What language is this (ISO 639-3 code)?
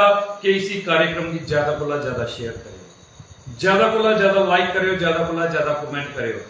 doi